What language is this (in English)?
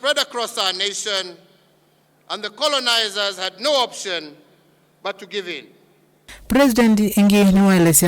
Kamba